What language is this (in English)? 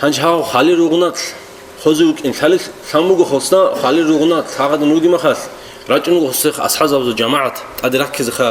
Avaric